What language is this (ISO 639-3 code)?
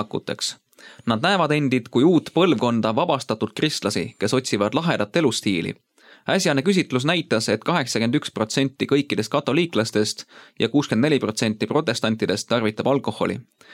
est